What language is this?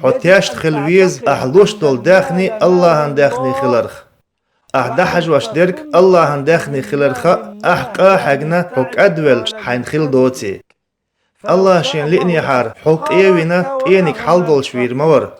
Chechen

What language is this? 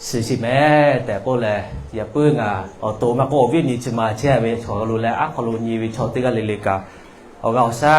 Lahu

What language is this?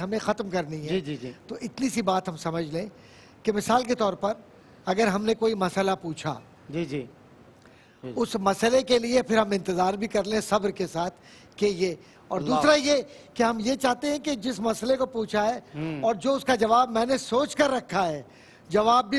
Urdu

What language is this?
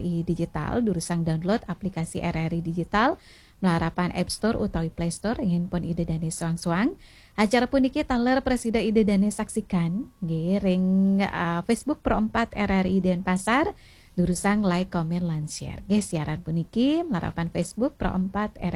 Balinese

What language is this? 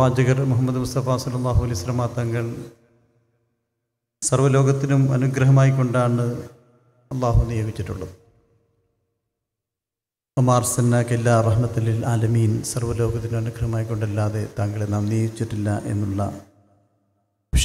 Malayalam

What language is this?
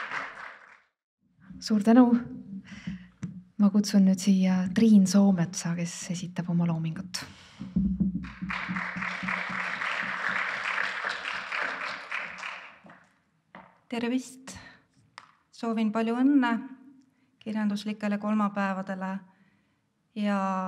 Estonian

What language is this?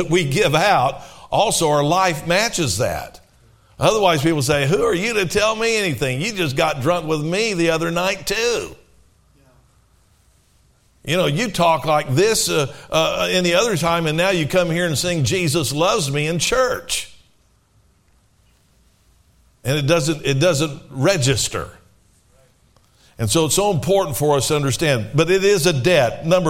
English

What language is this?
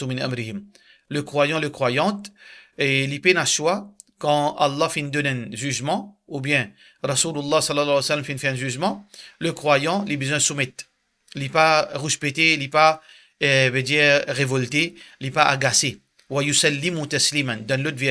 Morisyen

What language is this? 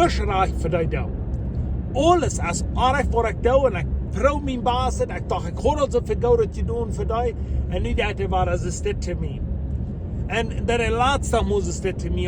Plautdietsch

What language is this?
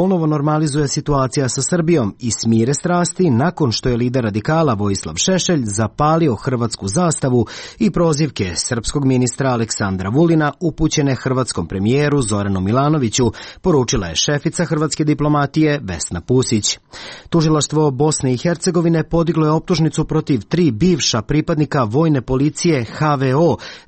Serbian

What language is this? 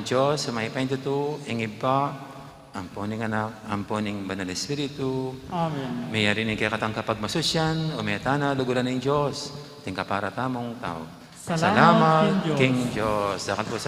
Pampanga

